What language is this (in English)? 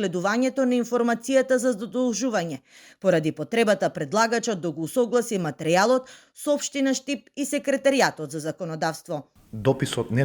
Macedonian